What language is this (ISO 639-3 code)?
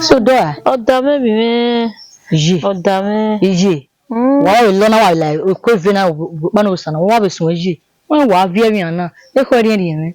bin